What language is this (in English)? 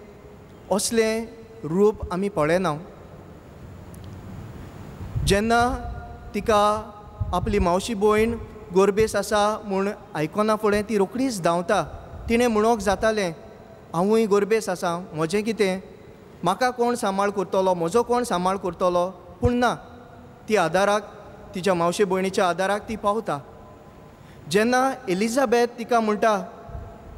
Konkani